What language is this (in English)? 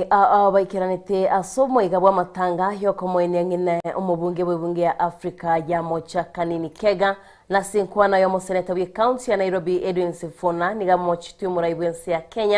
Gusii